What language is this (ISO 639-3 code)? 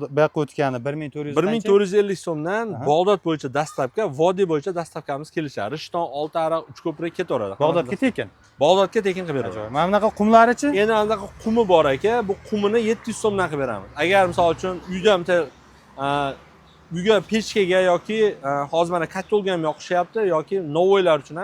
uzb